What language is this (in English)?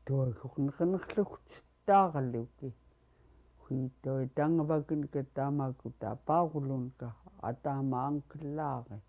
Central Yupik